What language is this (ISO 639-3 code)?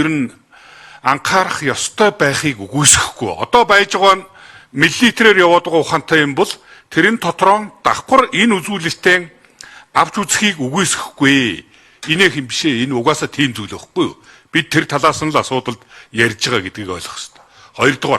mon